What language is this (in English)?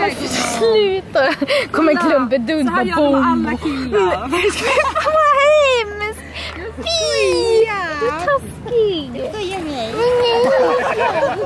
Swedish